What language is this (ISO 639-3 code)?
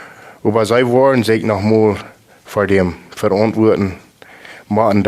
pdt